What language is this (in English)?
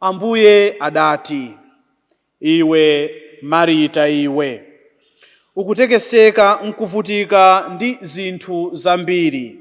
Nyanja